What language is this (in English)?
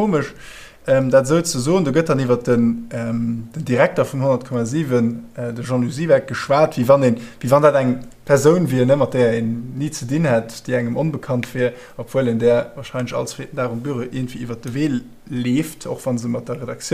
Luxembourgish